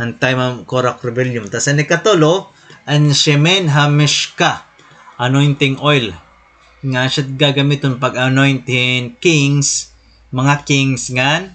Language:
Waray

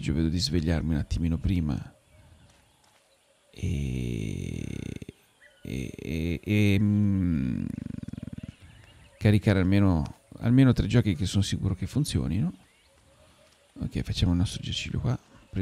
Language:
Italian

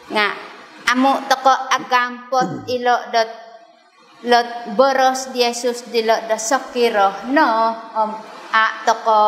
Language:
Central Dusun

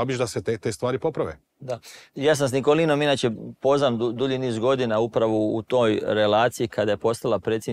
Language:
Croatian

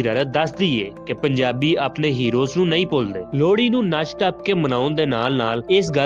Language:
Western Panjabi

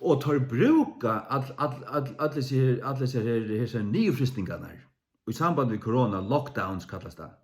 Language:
Faroese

